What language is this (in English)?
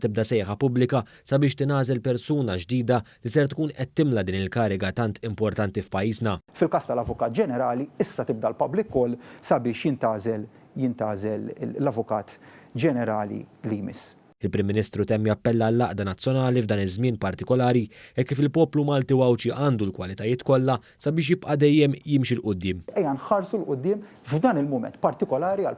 Maltese